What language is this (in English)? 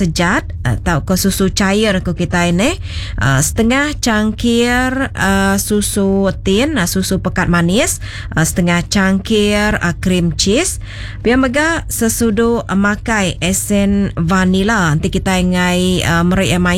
Iban